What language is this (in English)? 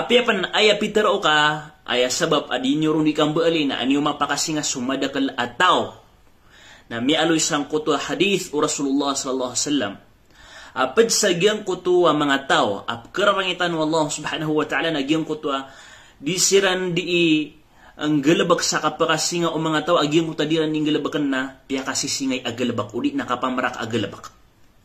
Maranao